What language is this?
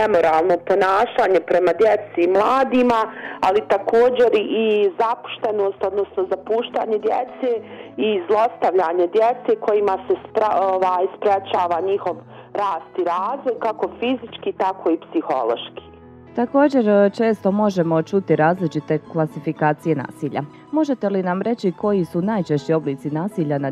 Bosnian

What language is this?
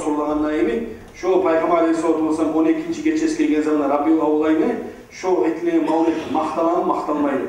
Kumyk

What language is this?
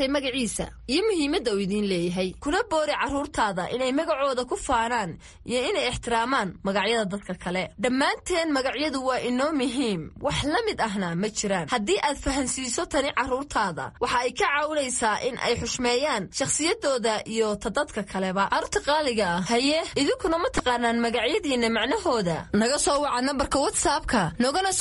Somali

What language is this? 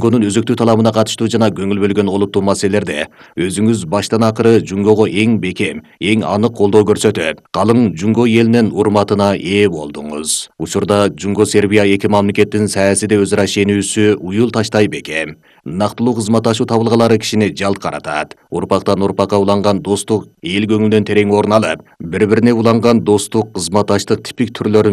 Kyrgyz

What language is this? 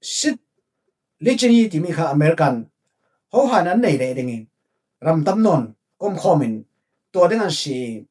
Falam Chin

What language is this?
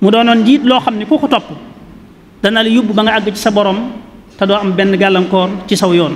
Wolof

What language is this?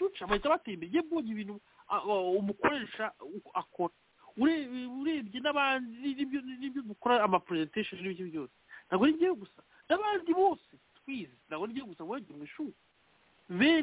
Kinyarwanda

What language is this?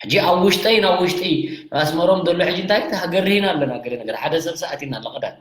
Tigrinya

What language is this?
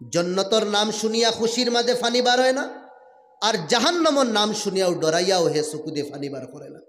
Sylheti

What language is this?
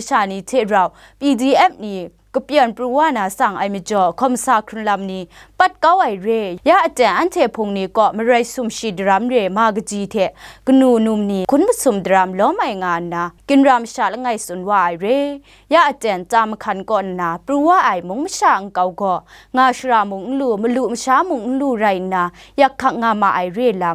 Kachin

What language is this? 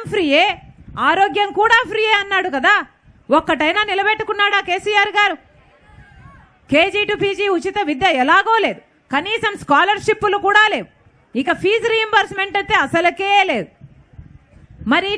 Telugu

